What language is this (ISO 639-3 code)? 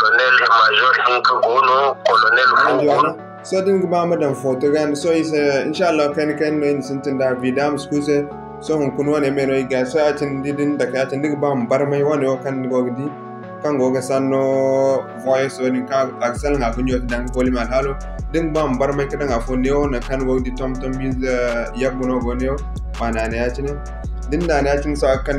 dje